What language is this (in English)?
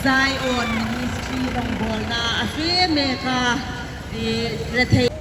Hmar